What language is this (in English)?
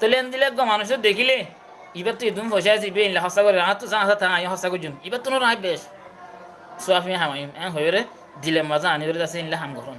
Rohingya